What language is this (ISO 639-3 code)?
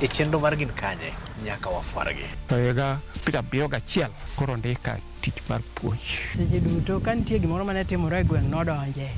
luo